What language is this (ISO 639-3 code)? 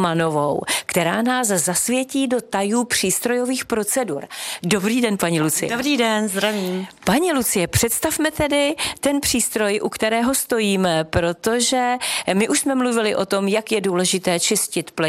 ces